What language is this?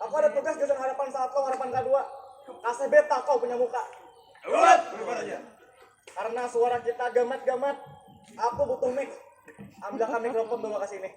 Banjar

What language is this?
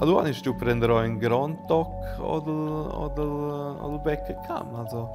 Romansh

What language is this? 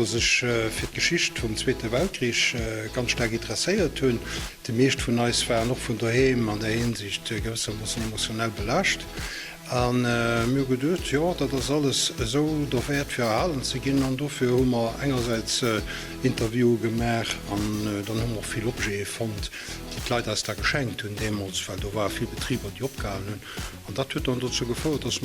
Luxembourgish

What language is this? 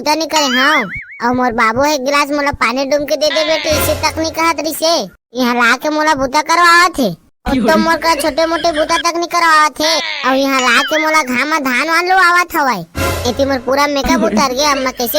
Chhattisgarhi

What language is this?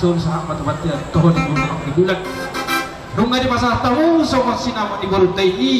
Batak Toba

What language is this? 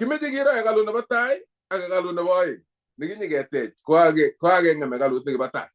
Kalenjin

